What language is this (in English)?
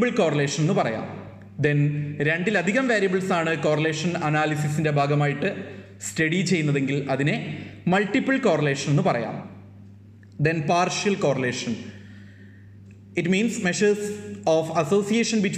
Malayalam